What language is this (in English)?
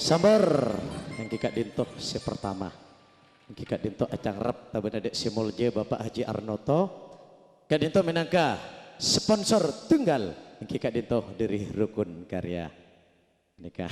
Madurese